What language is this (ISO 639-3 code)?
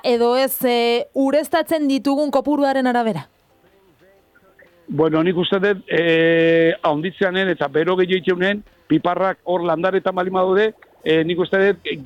eus